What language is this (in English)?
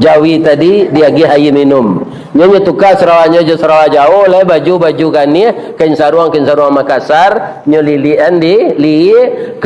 Minangkabau